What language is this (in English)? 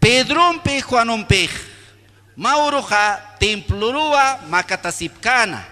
Aymara